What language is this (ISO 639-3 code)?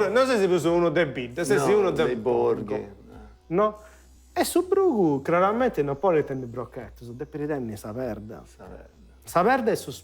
srd